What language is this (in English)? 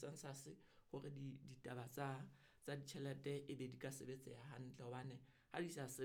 Southern Sotho